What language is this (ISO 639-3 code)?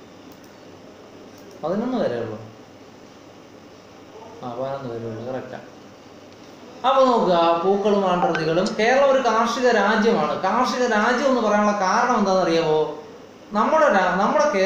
mal